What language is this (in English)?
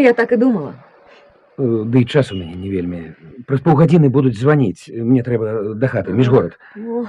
Belarusian